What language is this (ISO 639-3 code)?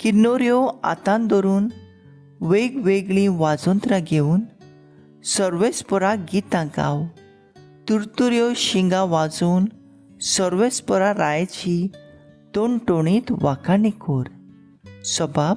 kok